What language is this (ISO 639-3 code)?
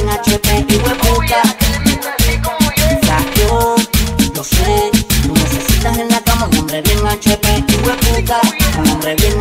spa